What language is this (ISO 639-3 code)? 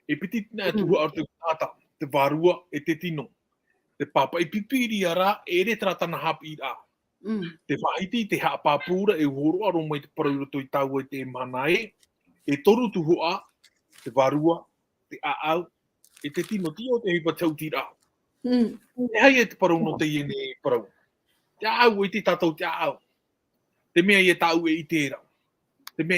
tah